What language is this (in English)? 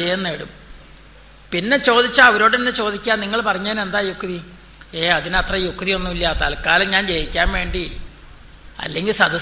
Malayalam